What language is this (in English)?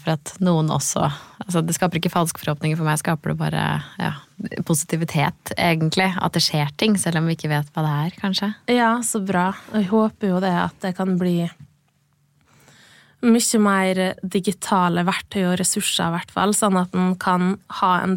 Norwegian